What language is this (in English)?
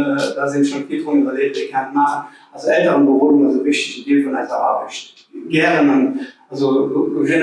Luxembourgish